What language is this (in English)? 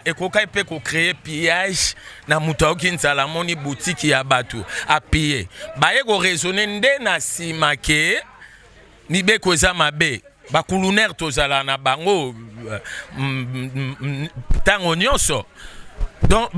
Lingala